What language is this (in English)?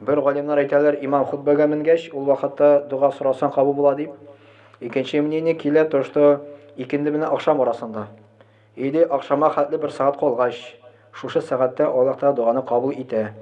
Tatar